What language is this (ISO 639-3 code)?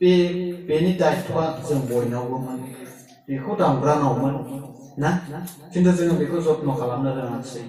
brx